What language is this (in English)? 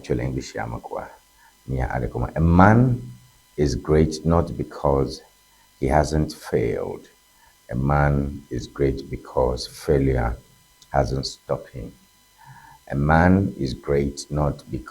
Ewe